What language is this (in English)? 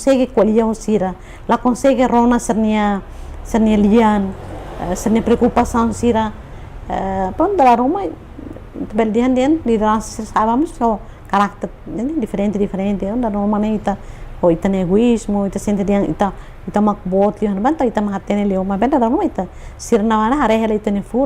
Tetum